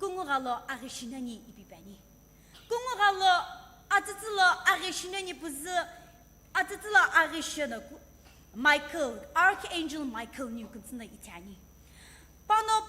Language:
Sumi Naga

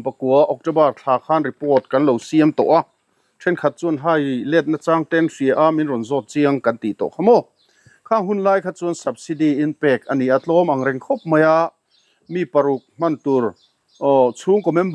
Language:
Mizo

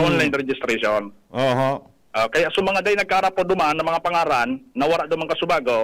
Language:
Bikol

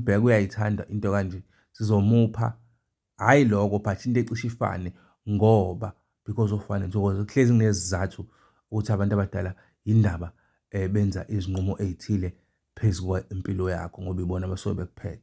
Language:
Zulu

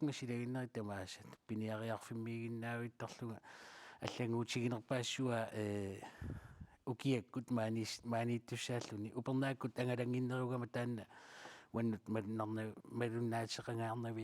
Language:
Kalaallisut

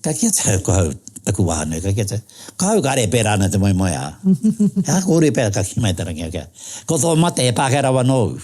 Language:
Māori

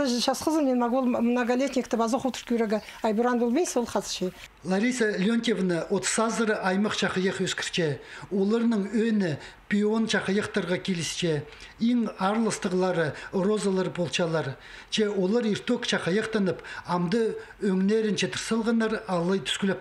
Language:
Khakas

